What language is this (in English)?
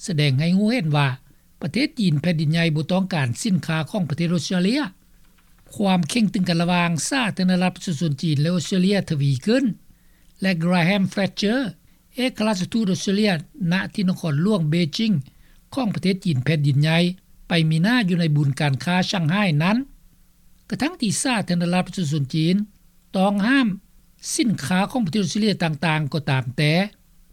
Lao